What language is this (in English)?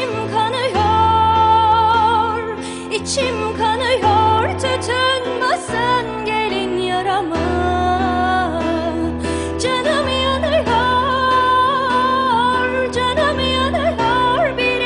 Turkish